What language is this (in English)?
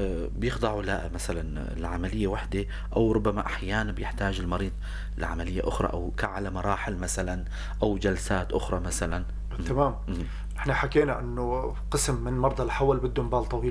North Levantine Arabic